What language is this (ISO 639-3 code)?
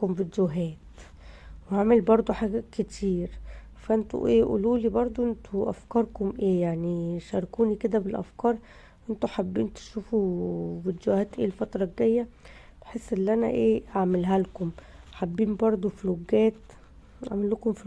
arz